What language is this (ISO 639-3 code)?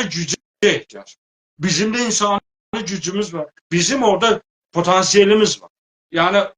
azb